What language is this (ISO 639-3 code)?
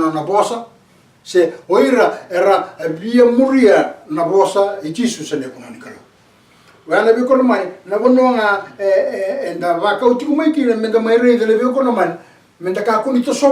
fij